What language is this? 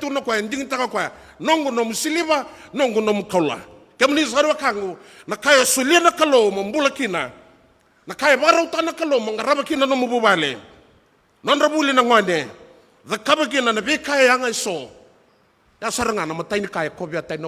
Fijian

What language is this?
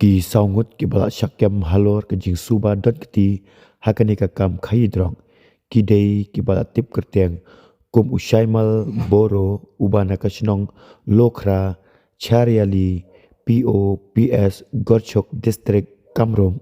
Khasi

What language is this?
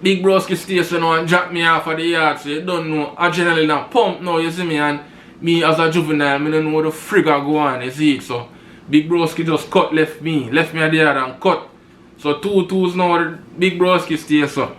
Jamaican Creole English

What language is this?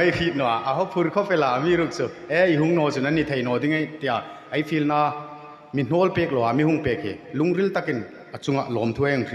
Hmar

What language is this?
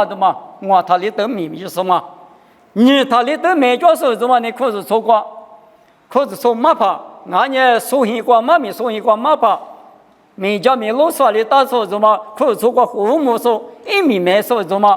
Lisu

